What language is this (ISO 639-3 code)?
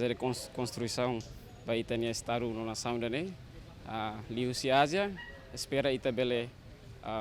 tet